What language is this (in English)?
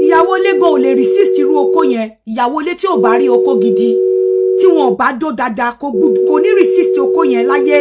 Yoruba